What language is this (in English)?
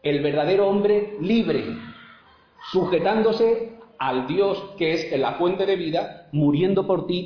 Spanish